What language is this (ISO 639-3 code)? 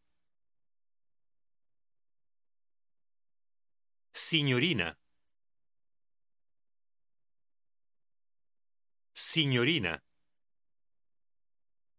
ita